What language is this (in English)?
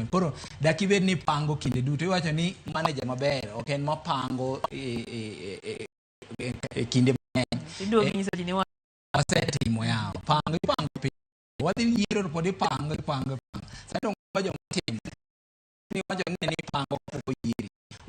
Luo (Kenya and Tanzania)